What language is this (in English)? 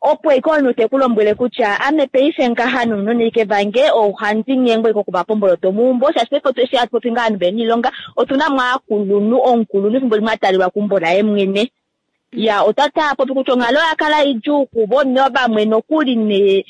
Kuanyama